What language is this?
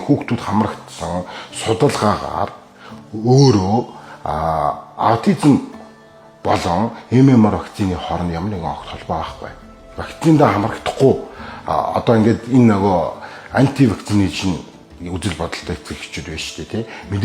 Mongolian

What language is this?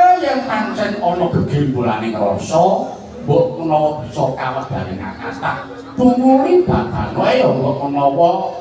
Javanese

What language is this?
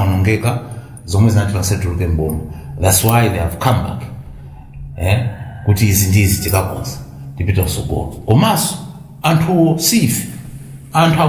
Nyanja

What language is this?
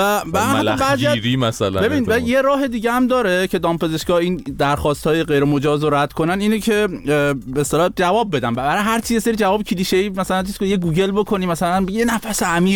Persian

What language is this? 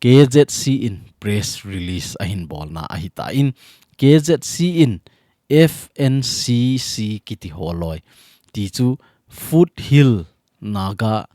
Thado Chin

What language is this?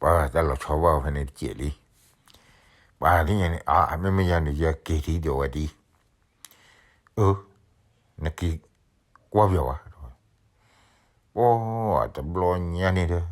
S'gaw Karen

